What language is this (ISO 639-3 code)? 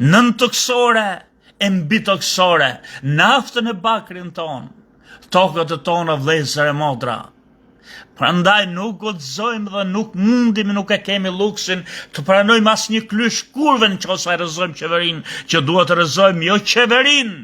sqi